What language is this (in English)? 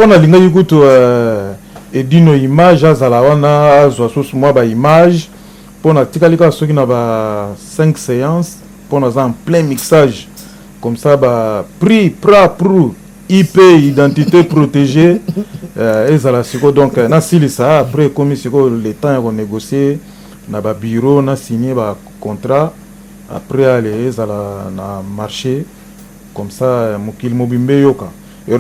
Lingala